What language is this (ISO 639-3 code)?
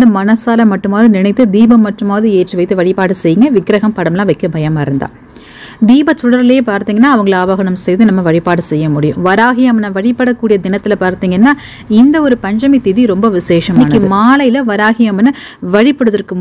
tam